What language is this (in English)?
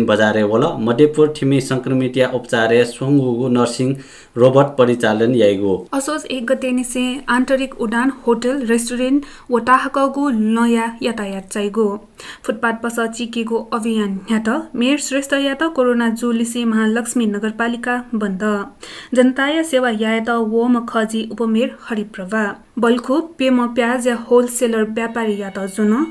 Newari